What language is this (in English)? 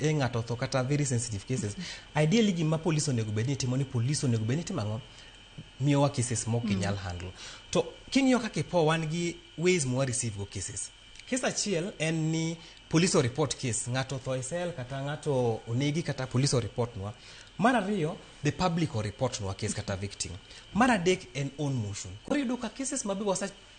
Luo (Kenya and Tanzania)